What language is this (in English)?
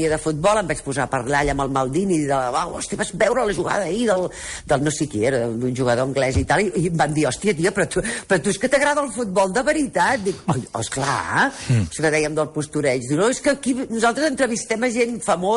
Catalan